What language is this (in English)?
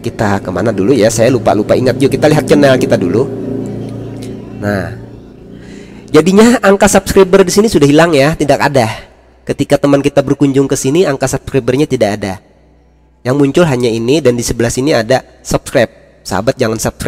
Indonesian